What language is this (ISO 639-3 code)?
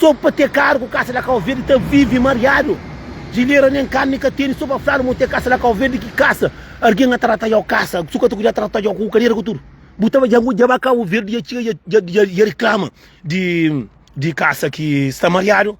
kea